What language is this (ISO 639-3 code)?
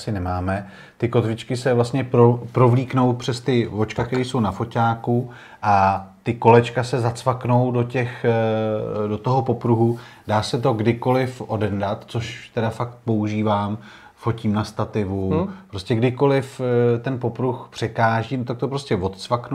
ces